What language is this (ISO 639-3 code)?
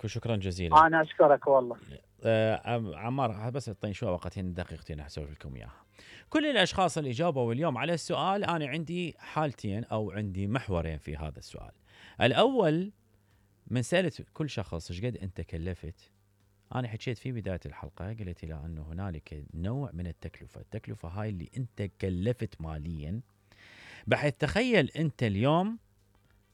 acm